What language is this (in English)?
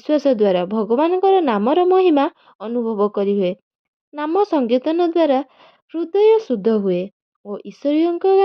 Odia